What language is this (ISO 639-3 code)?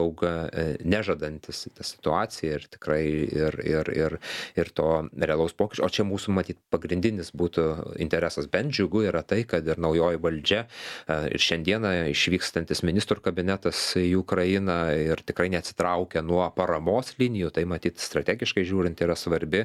lit